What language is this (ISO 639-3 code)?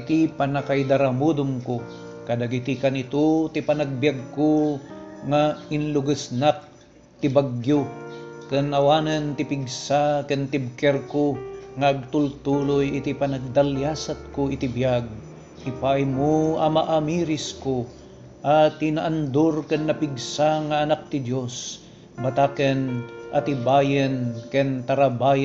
ilo